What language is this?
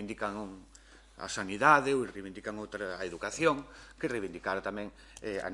Galician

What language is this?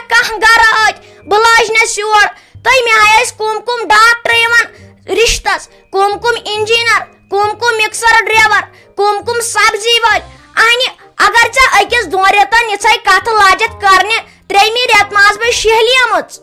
Kashmiri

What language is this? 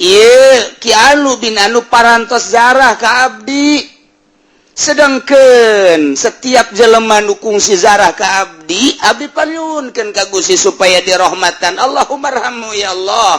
Sundanese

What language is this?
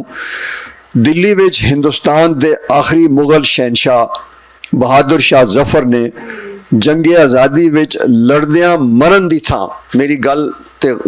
Western Panjabi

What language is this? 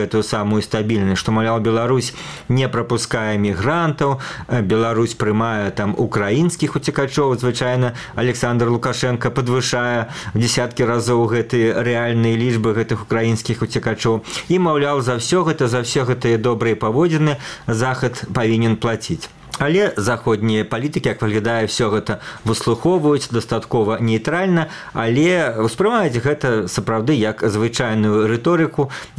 Belarusian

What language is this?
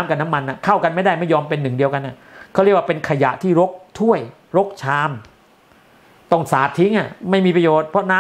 Thai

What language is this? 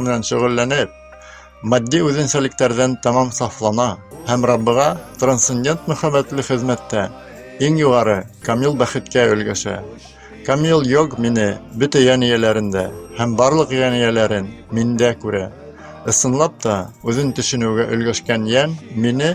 Bashkir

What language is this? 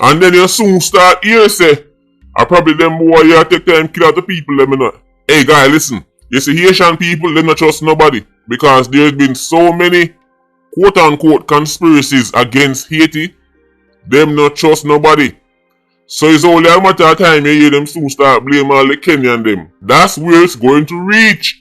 Jamaican Creole English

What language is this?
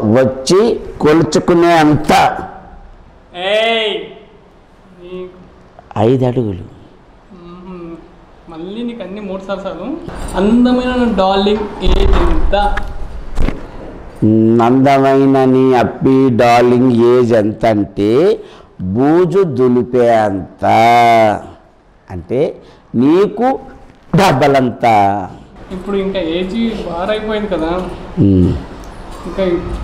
Telugu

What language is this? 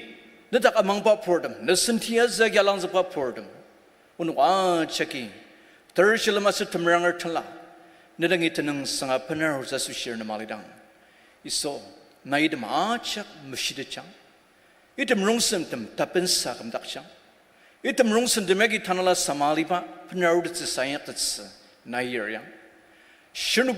Ao Naga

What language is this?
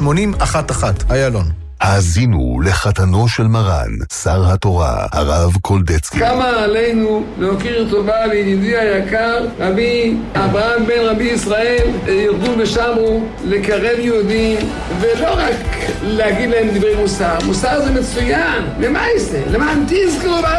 Hebrew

